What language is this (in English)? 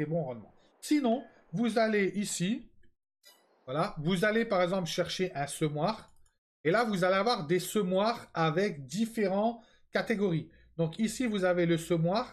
French